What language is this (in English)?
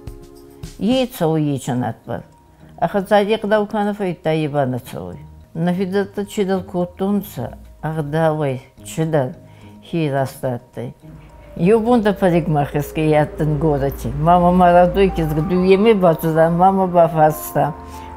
Ossetic